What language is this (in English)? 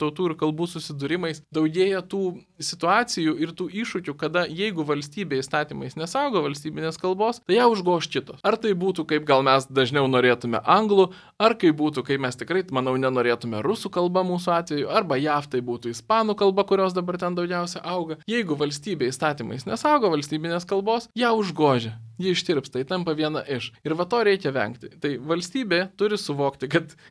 Lithuanian